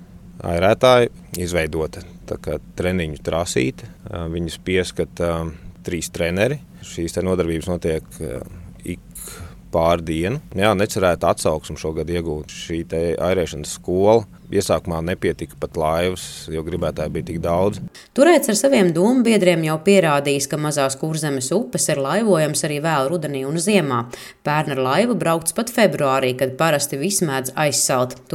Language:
Latvian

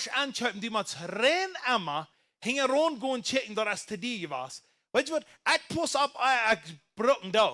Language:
Plautdietsch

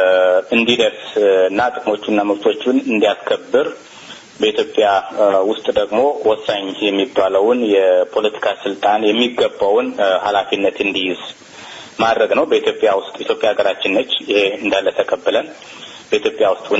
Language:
Amharic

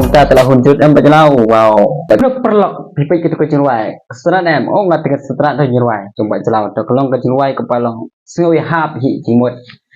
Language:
Khasi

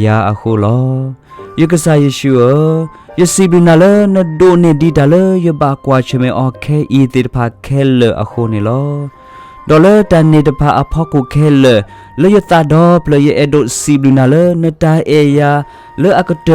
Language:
S'gaw Karen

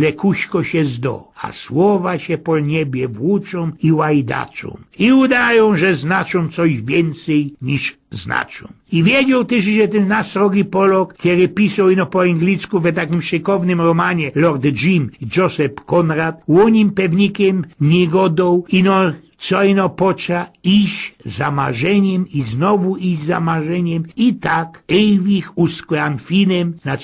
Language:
Silesian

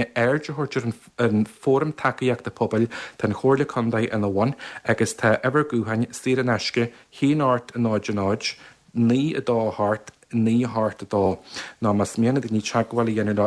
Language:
Irish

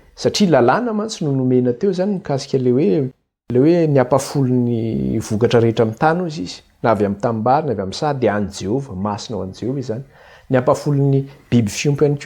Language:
Malagasy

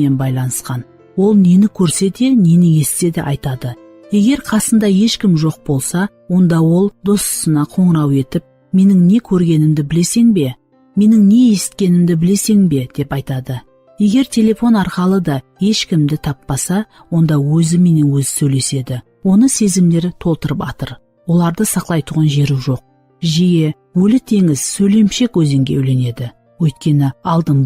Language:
Kara-Kalpak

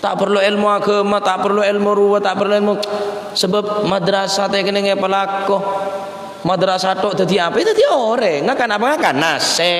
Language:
Madurese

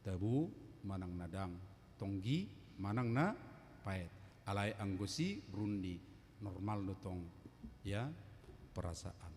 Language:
Batak Toba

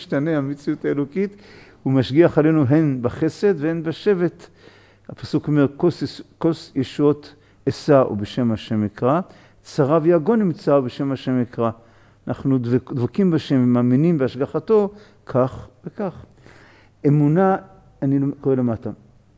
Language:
Hebrew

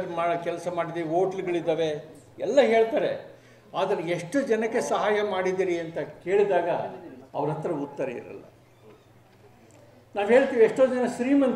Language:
Kannada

